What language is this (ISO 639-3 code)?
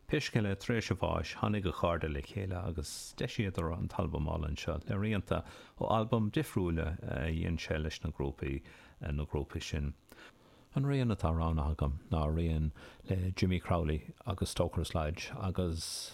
gle